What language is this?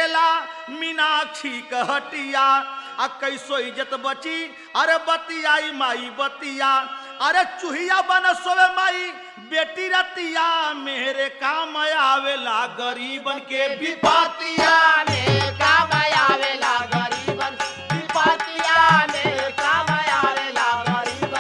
Bhojpuri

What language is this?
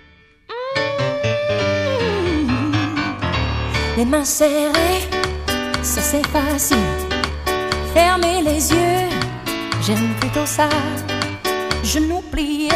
French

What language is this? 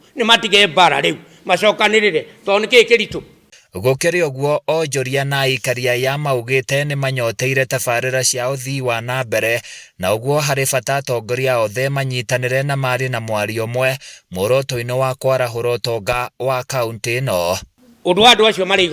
Kikuyu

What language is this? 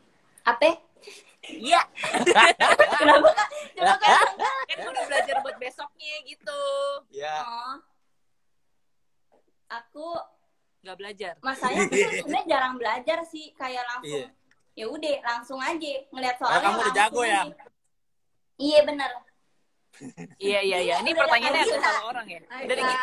Indonesian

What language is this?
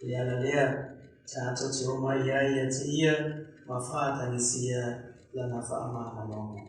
Samoan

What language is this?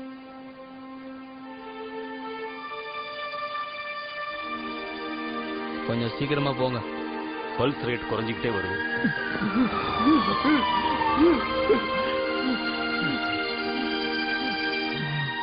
Tamil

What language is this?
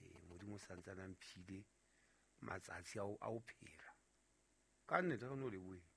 Southern Sotho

